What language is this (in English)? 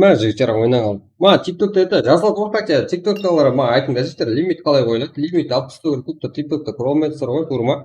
Kara-Kalpak